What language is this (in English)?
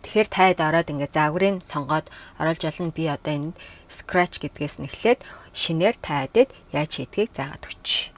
Mongolian